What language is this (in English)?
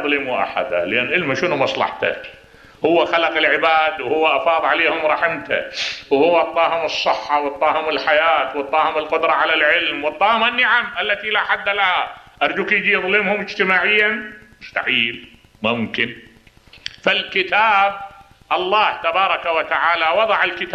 Mesopotamian Arabic